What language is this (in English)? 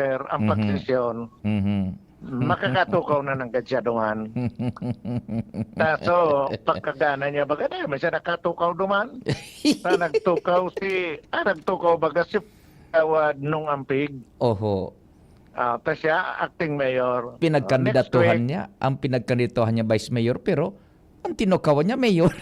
Bikol